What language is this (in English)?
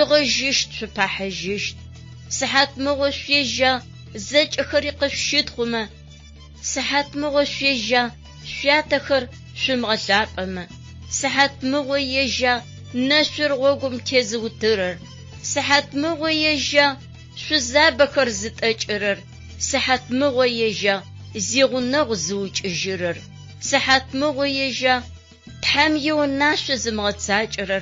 Adyghe